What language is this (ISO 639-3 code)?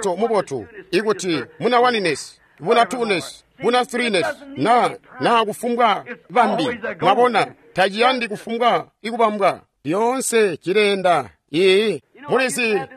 toi